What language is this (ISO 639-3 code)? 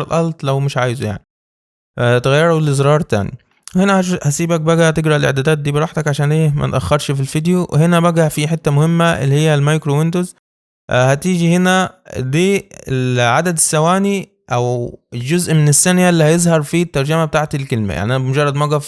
arz